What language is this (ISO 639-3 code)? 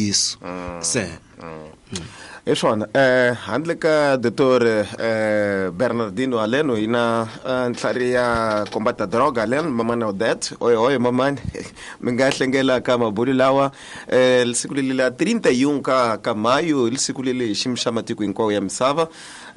tso